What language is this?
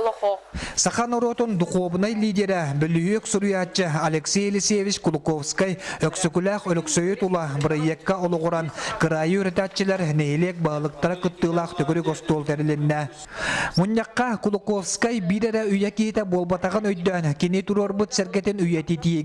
Yakut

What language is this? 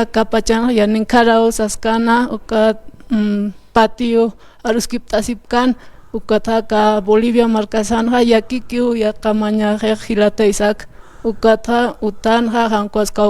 Aymara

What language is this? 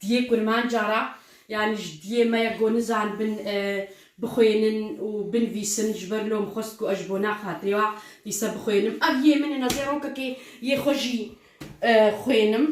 Kurdish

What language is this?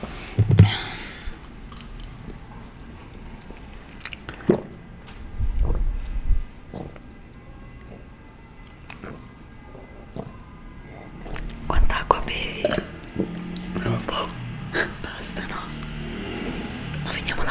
Italian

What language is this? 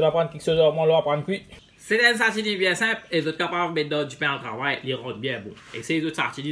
Morisyen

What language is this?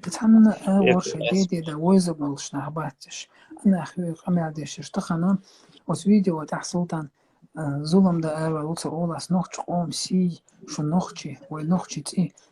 Chechen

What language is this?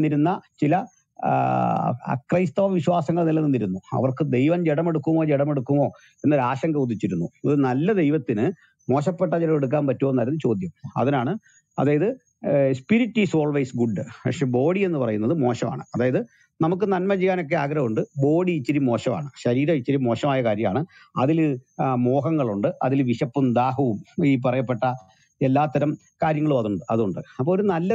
Malayalam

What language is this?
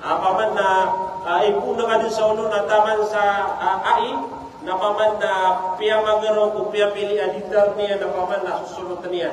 Maranao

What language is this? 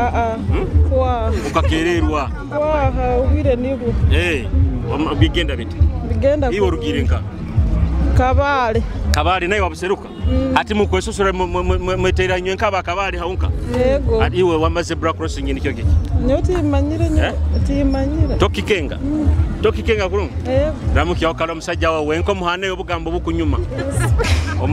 Nyoro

